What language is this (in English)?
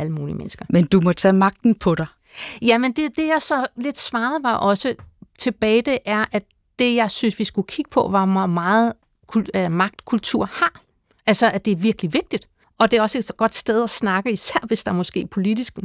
Danish